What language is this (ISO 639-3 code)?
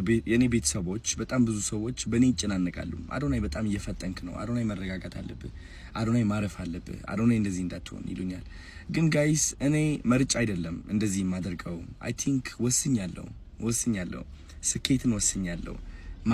amh